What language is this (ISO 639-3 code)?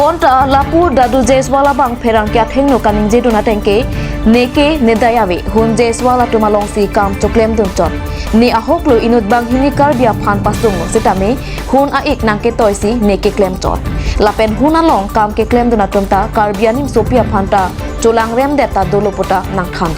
mjw